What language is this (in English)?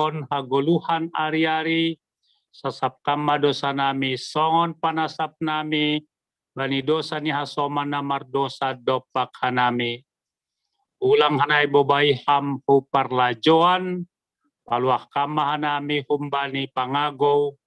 Batak Simalungun